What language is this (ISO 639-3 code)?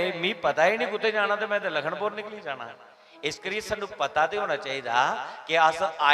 doi